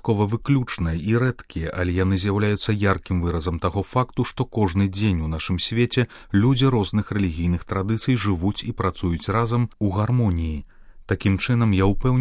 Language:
Belarusian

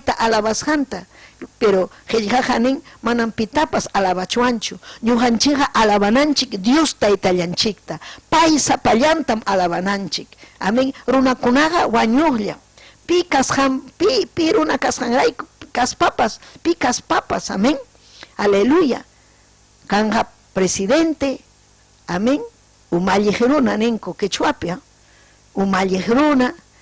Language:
Ayacucho Quechua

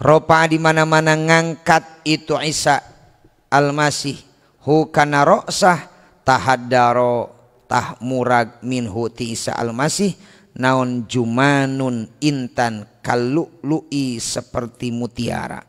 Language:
Sundanese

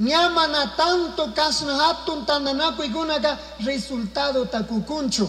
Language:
Chimborazo Highland Quichua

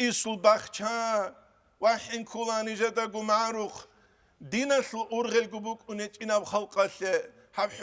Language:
Avaric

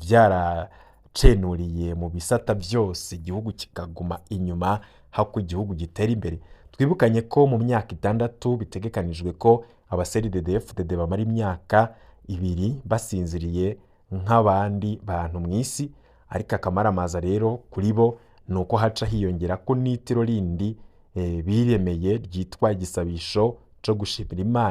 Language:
Rundi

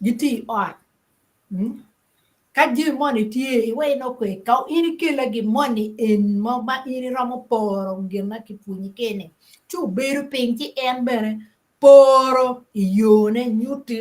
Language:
Acoli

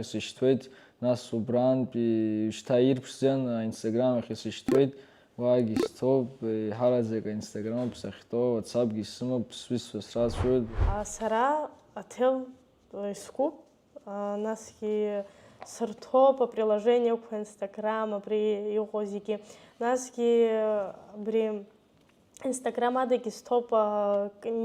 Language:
Abkhazian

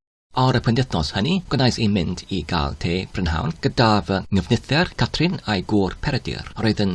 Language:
Welsh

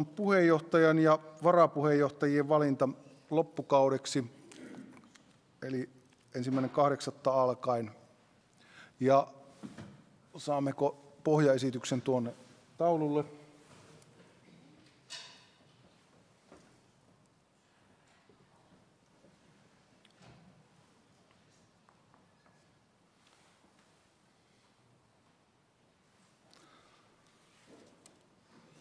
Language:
Finnish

